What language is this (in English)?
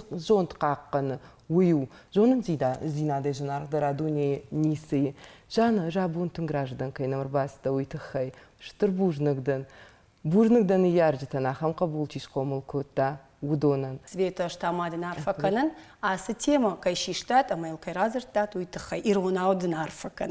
Ossetic